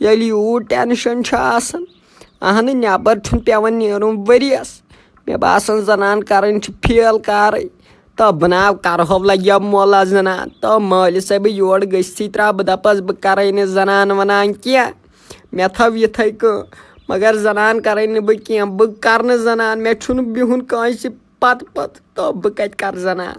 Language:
Kashmiri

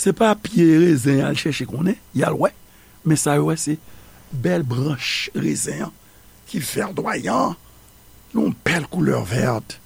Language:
Haitian Creole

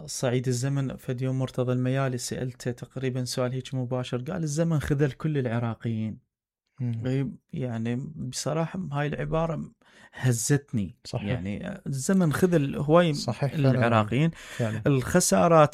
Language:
Mesopotamian Arabic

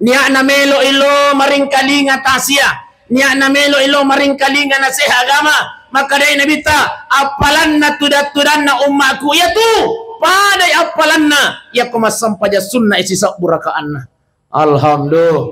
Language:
Buginese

